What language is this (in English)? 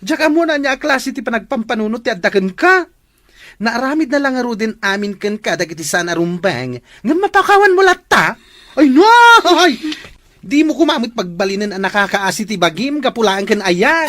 Iloko